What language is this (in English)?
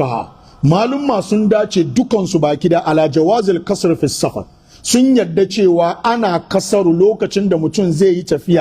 Hausa